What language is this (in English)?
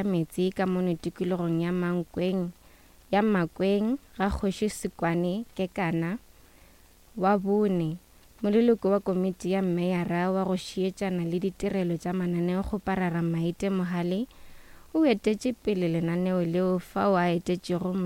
Northern Sotho